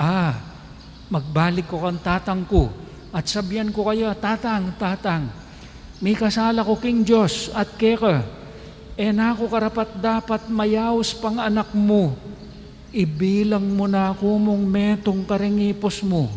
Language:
Pampanga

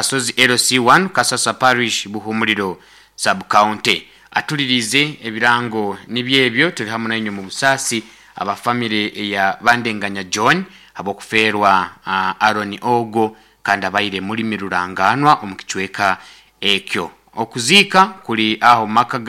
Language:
Nyankole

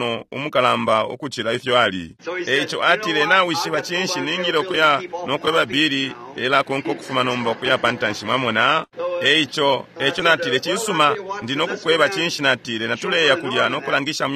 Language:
Bemba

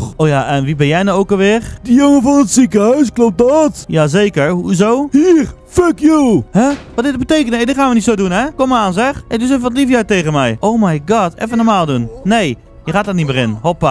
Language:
Dutch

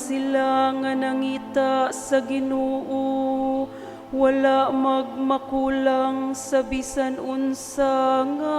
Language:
Cebuano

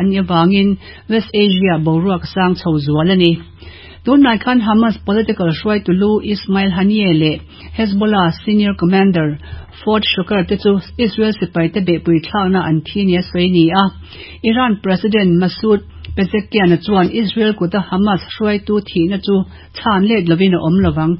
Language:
Mizo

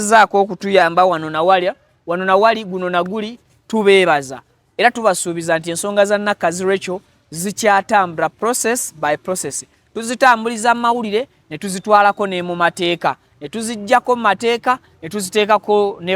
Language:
Ganda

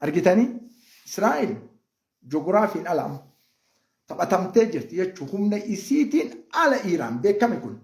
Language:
Oromo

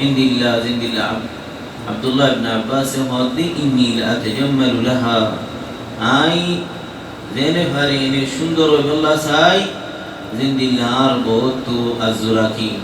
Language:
Rohingya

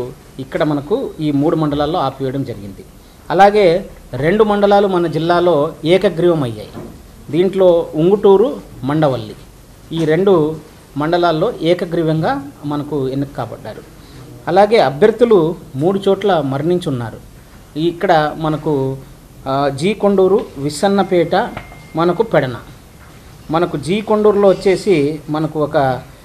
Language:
Telugu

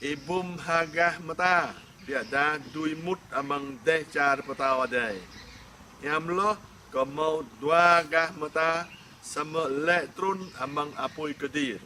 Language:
Jarai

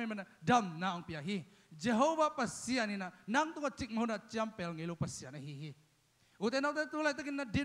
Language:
Tedim Chin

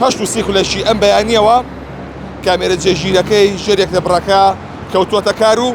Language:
Central Kurdish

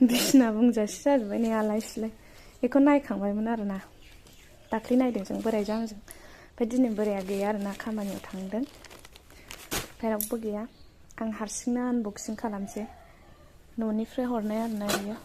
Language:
Bodo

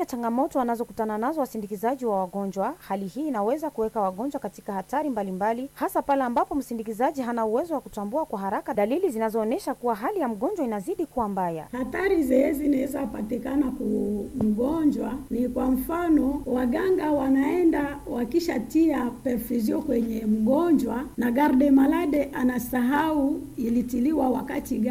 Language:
Swahili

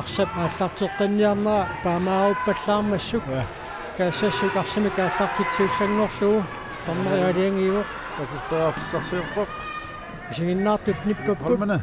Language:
Kalaallisut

